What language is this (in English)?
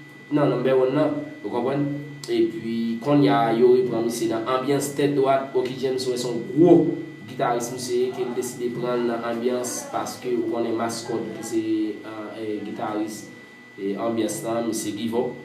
Haitian Creole